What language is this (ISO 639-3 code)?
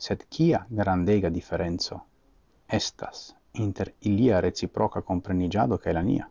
epo